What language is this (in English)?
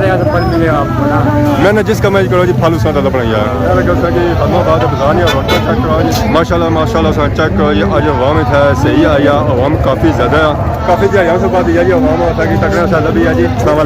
Pahari-Potwari